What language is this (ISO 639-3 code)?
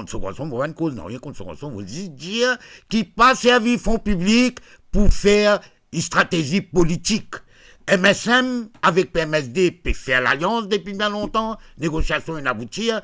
mfe